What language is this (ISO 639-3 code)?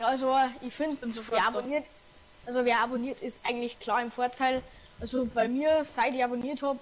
bar